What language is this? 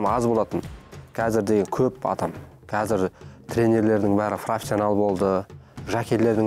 Kazakh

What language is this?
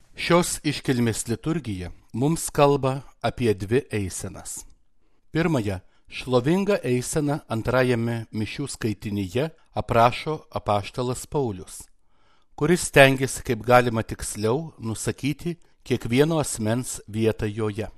Lithuanian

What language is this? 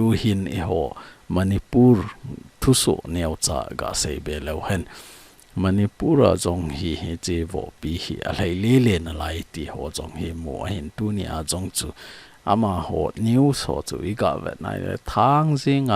Thado Chin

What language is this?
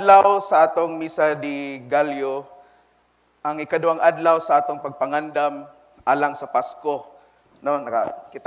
Cebuano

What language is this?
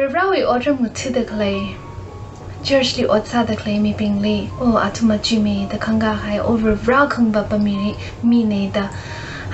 Tangkhul Naga (India)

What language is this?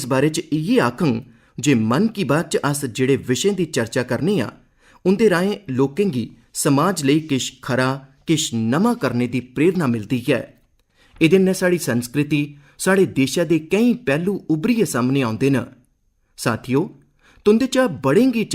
Dogri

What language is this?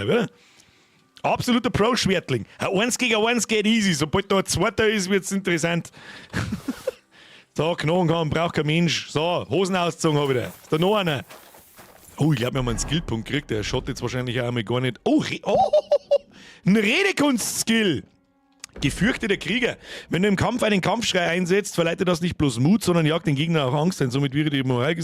Bavarian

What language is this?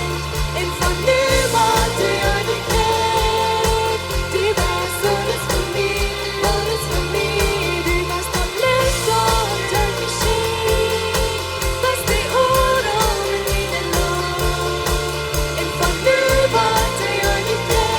Plautdietsch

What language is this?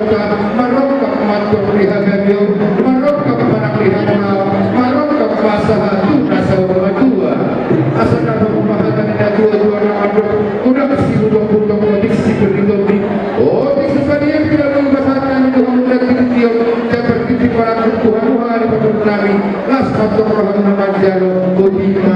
Batak Toba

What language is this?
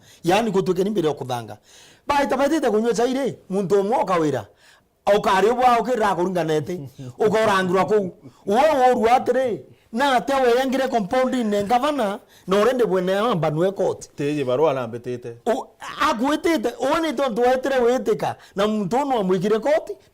Meru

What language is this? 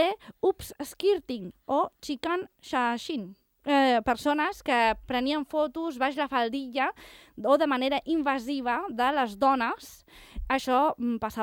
Catalan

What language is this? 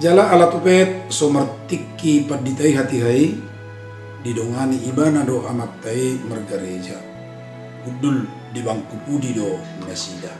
Batak Toba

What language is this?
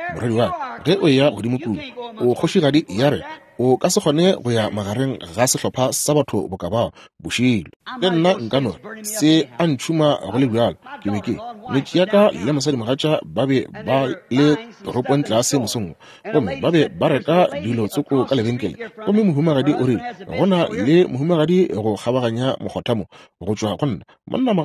Northern Sotho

